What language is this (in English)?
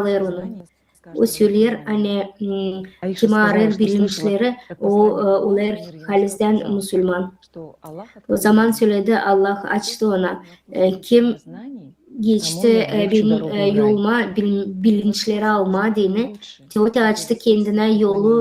Gagauz